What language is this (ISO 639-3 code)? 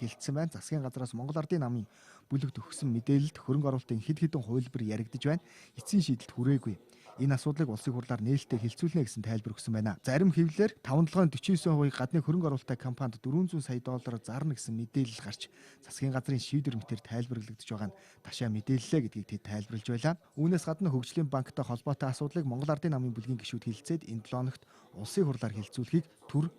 mon